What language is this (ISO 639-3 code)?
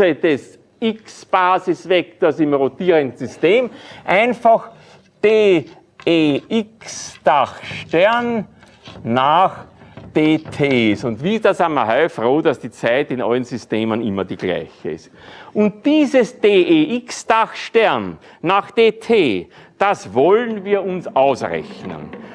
deu